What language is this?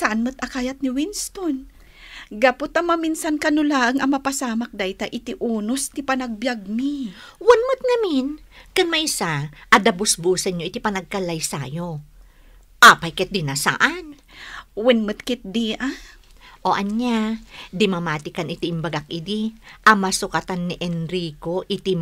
Iloko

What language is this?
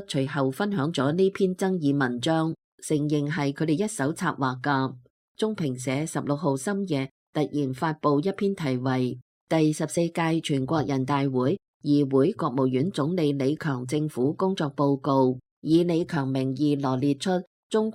Cantonese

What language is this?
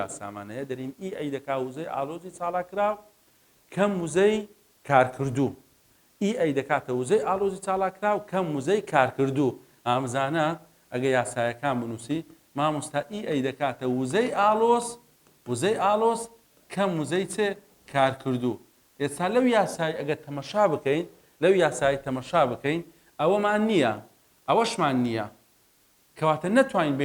Central Kurdish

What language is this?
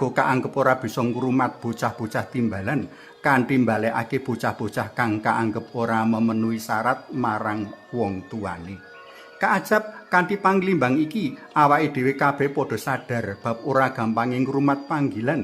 Javanese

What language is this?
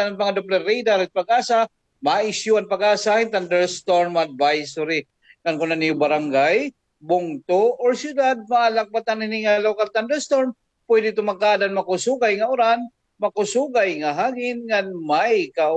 Waray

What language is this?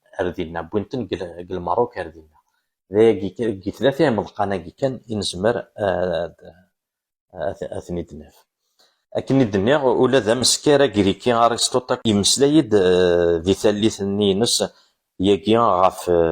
Kabyle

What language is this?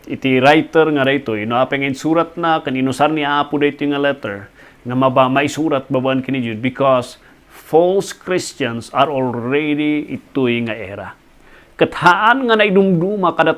Iloko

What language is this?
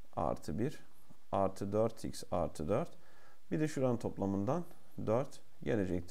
Turkish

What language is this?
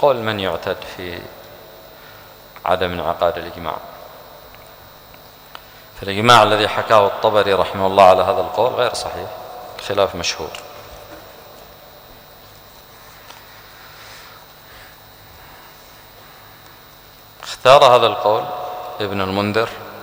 Arabic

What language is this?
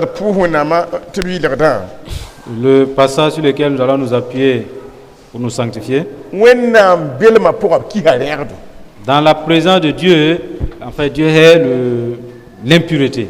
Mossi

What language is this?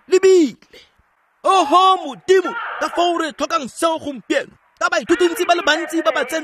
Tswana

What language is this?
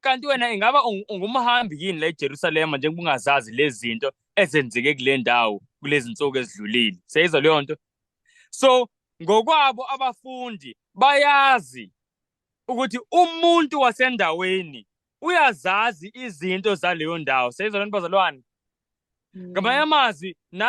Zulu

